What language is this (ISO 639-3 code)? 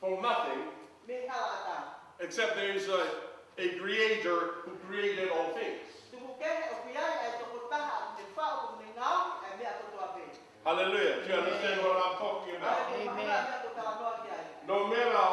ton